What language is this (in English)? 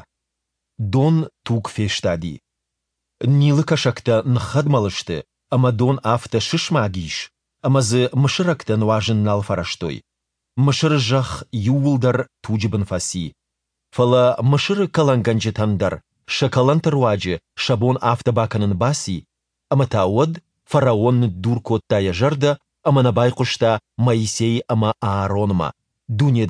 Ossetic